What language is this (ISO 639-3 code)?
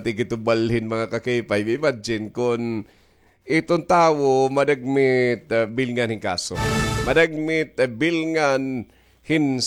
war